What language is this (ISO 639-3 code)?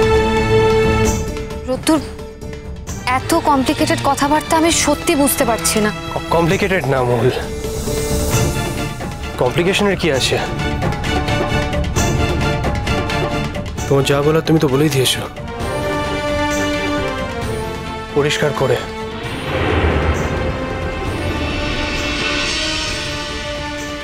ben